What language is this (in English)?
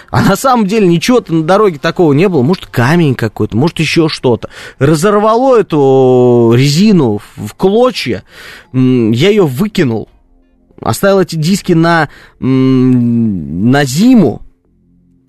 Russian